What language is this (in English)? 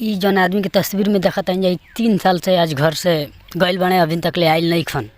Bhojpuri